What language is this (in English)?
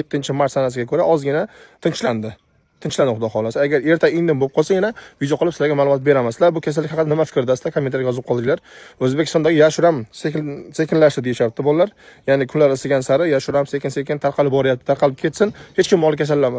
Uzbek